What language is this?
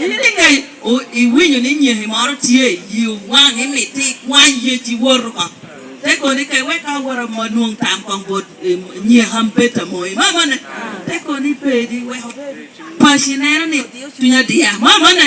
Lango (Uganda)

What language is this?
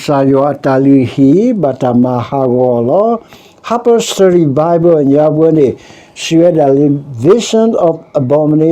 S'gaw Karen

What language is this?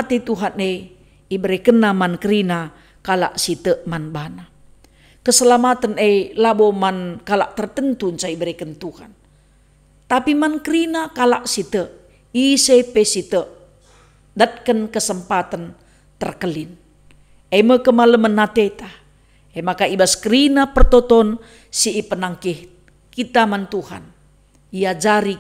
Batak Karo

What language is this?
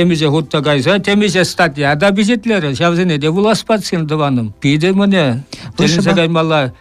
Chuvash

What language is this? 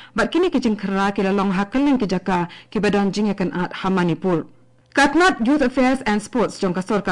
Khasi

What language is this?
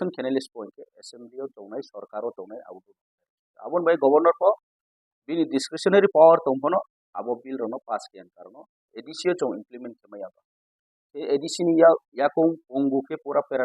Kok Borok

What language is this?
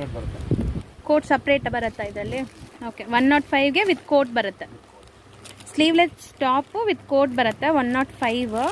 Kannada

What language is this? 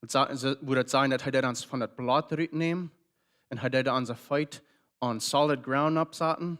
Plautdietsch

